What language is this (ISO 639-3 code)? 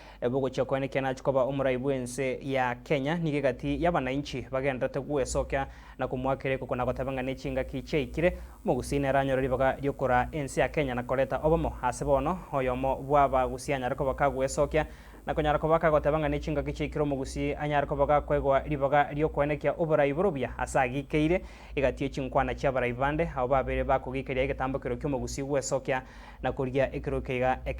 guz